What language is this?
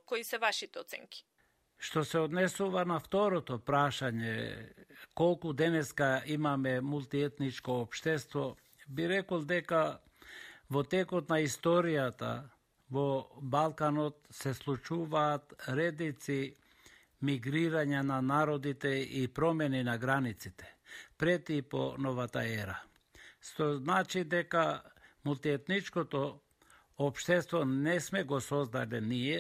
Macedonian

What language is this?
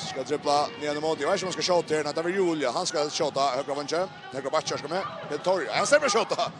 Faroese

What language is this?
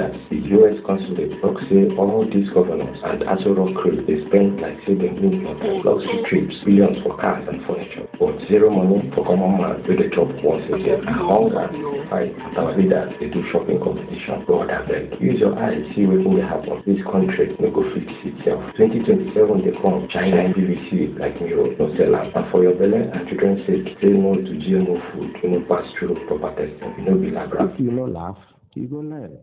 Nigerian Pidgin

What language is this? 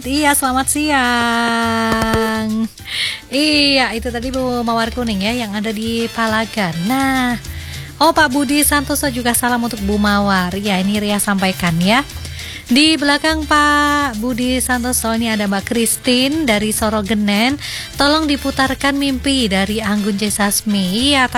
Indonesian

